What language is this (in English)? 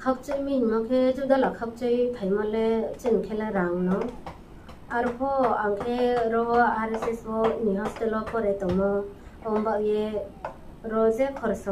Riang (India)